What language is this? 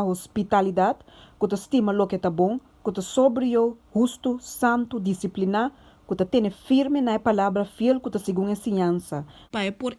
Papiamento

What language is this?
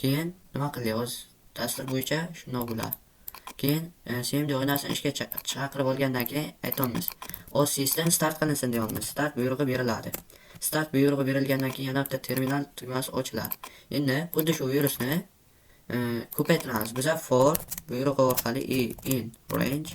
Uzbek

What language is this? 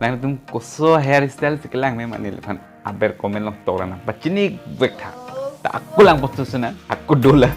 Karbi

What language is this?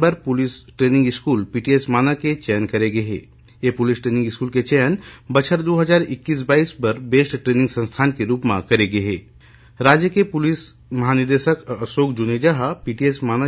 Chhattisgarhi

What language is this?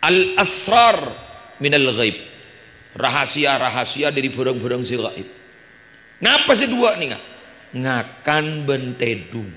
Madurese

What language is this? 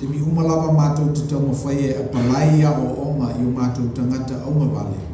Samoan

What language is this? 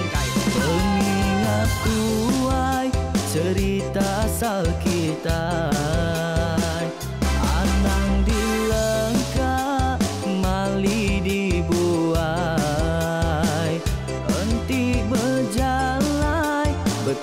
Iban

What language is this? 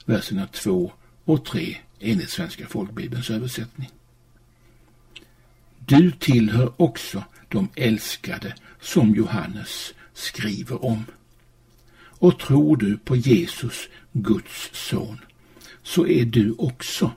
Swedish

